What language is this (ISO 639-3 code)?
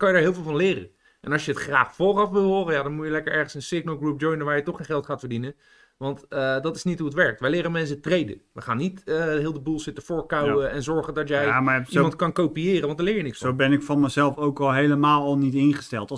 nld